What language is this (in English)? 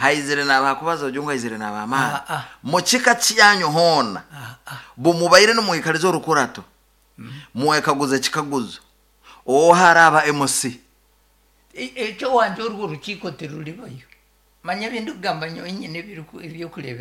Nyankole